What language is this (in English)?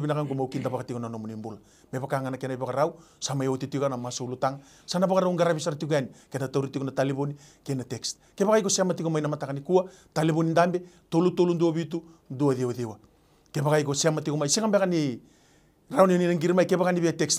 Fijian